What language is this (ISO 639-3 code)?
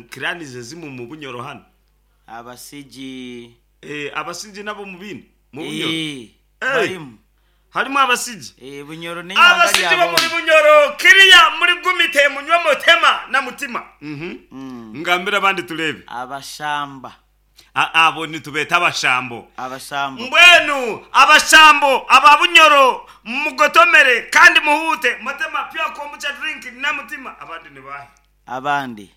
nyn